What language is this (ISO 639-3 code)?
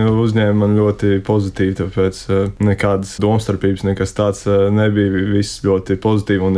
lav